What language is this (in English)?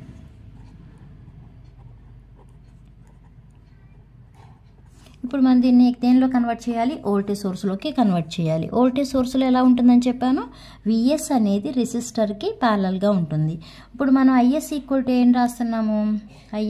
Telugu